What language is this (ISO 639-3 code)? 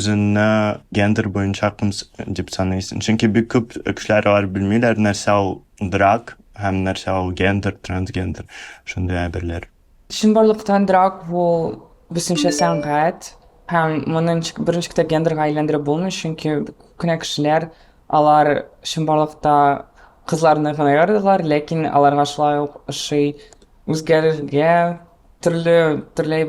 tat